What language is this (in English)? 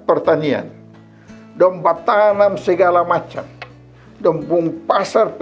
Kupang Malay